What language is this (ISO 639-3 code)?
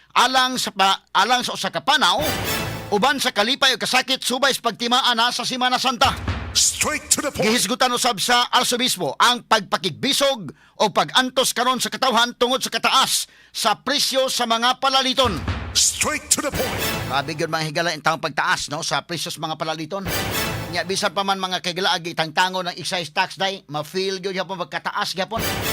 ceb